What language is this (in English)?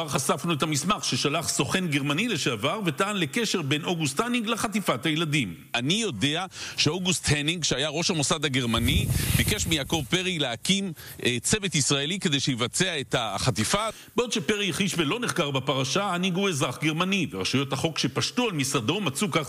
Hebrew